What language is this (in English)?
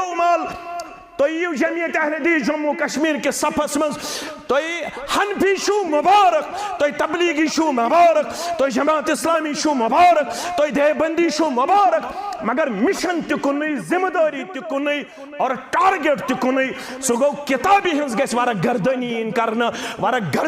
Kashmiri